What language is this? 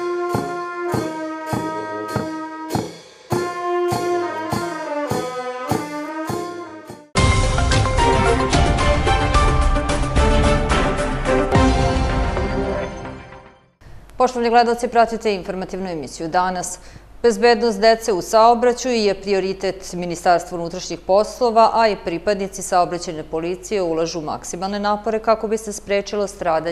Serbian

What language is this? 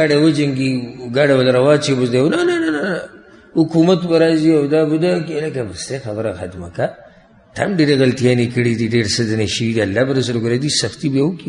Pashto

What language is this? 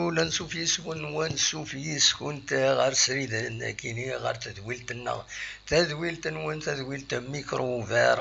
Kabyle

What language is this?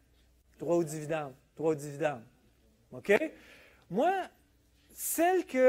French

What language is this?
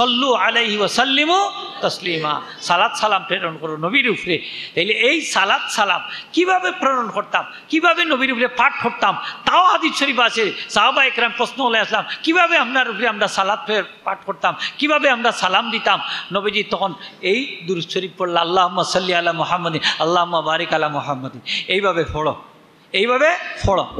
Sylheti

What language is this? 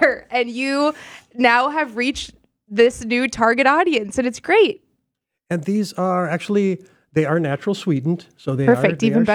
English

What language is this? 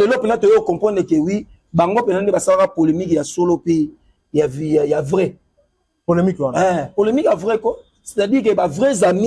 Lingala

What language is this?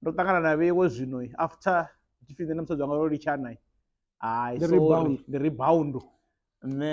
Venda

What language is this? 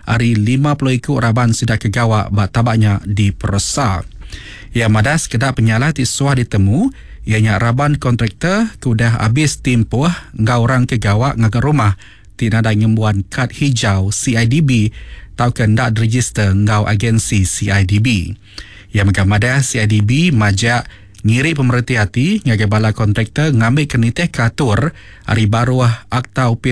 Iban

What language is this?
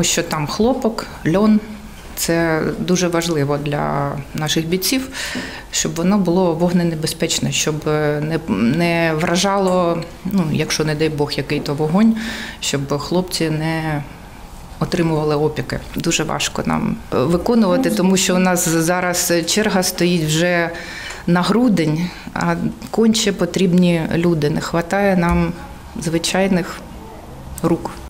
Ukrainian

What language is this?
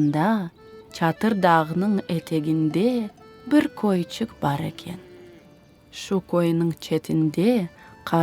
Crimean Tatar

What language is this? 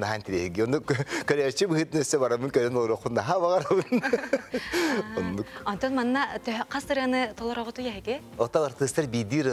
Yakut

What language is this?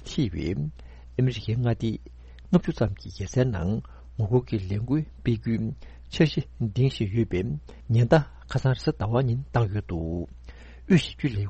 Tibetan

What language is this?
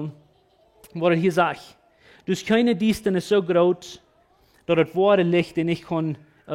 Plautdietsch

